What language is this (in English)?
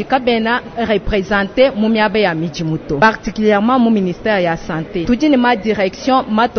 Luba-Lulua